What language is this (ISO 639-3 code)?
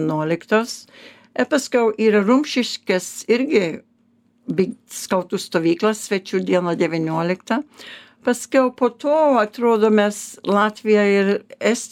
lit